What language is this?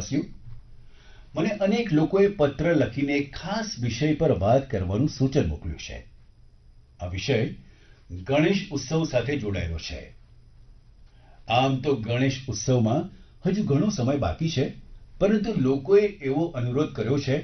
Gujarati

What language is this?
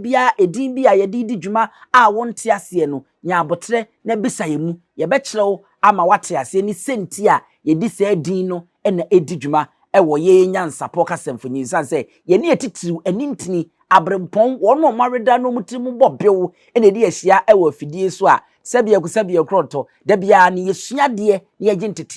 Akan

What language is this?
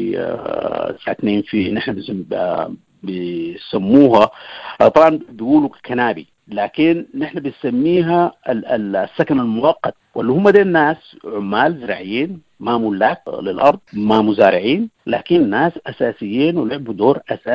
Sudanese Arabic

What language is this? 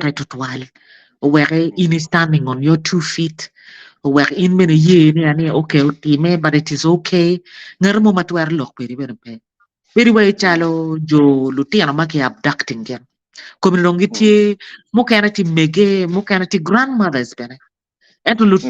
Acoli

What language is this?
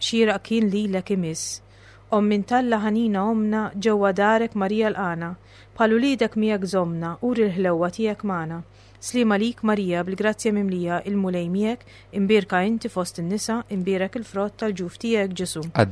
Maltese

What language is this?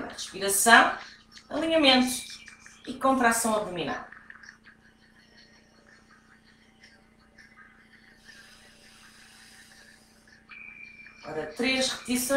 Portuguese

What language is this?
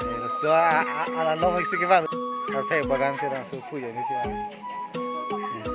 Karbi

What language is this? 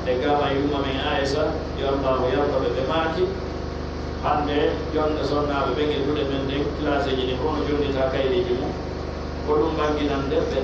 Pular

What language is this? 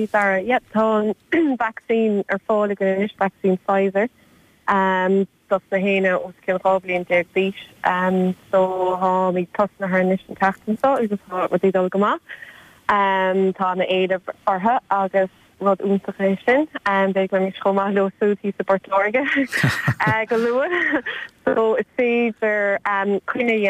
Irish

